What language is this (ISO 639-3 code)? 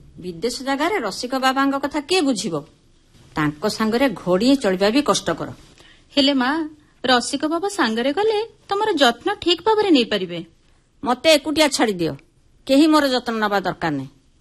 ori